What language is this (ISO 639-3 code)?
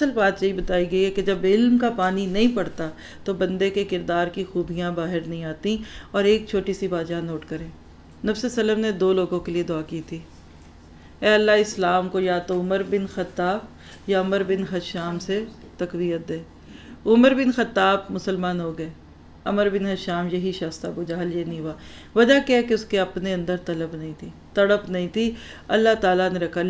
urd